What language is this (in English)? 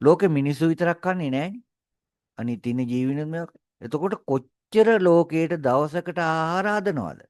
Sinhala